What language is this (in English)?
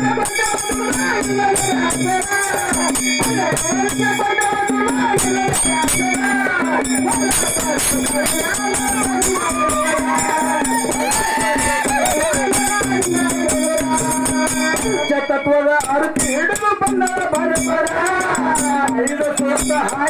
Kannada